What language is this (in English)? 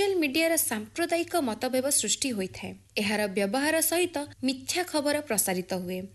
Odia